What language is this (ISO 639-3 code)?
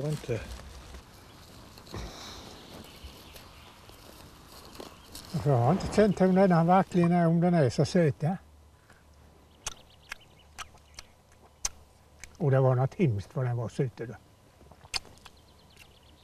swe